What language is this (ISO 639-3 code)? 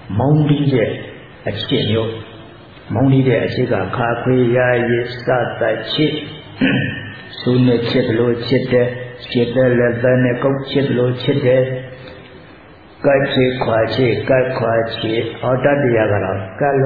mya